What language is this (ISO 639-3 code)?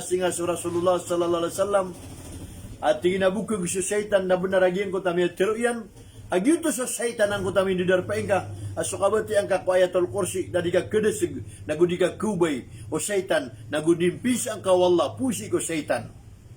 mrw